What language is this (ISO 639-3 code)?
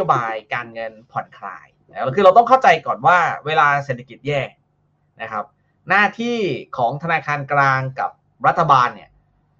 tha